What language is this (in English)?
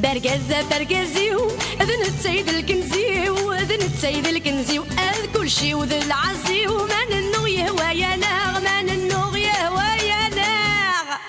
Kabyle